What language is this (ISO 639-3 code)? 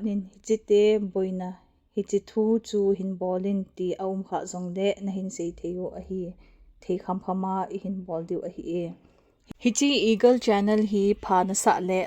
tcz